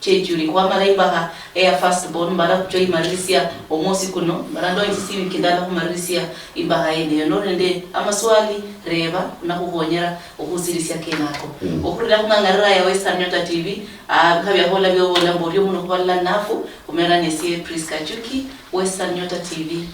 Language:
Luyia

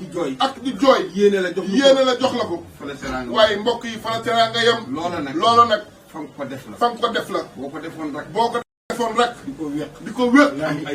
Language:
Wolof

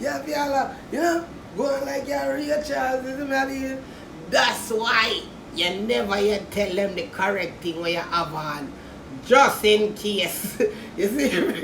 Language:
Jamaican Creole English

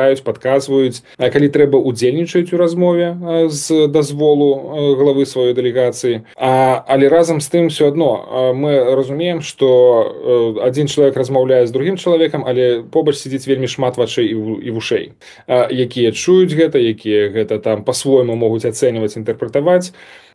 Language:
Belarusian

